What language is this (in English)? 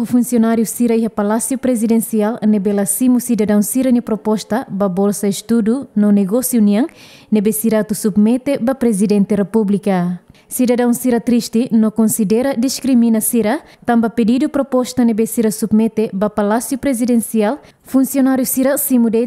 Tetum